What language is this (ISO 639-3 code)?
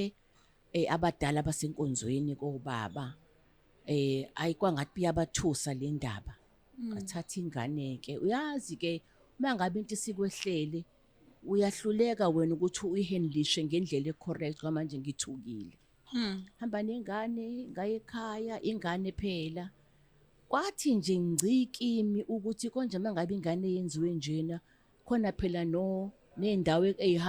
zul